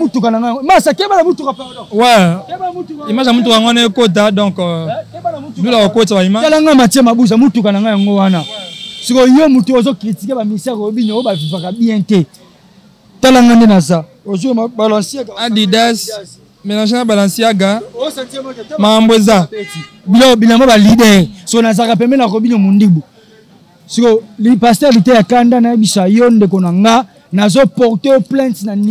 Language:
Lingala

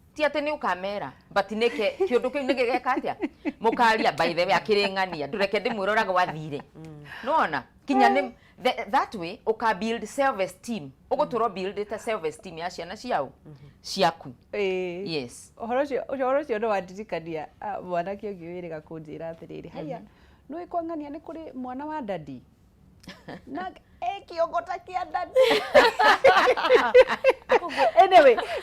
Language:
Kikuyu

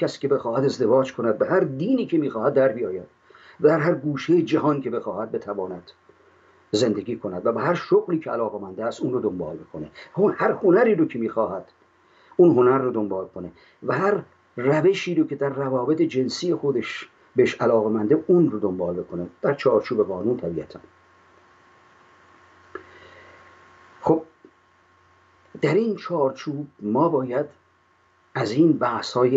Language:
Persian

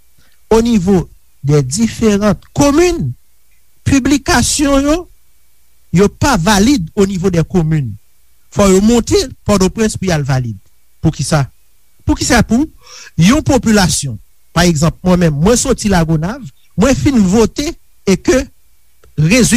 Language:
Haitian Creole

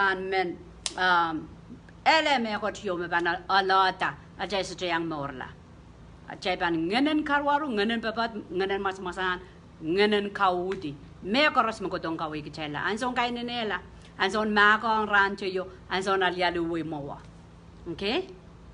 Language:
Pohnpeian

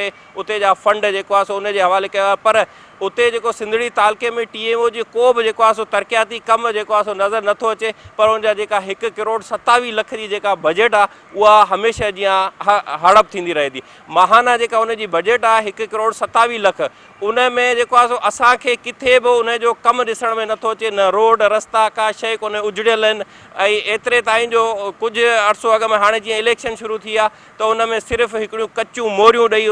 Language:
Sindhi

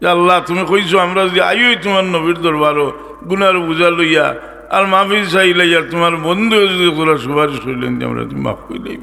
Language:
Sylheti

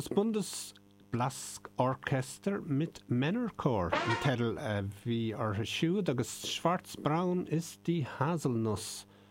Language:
Irish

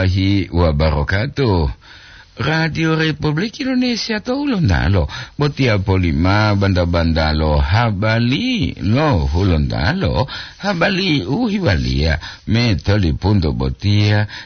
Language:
Gorontalo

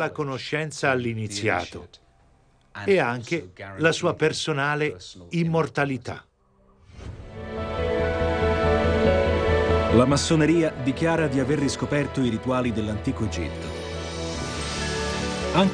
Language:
Italian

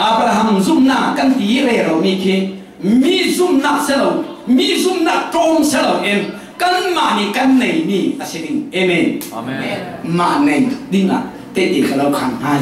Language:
Falam Chin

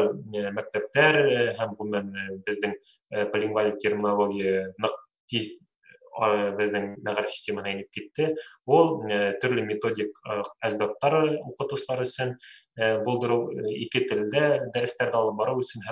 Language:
Bashkir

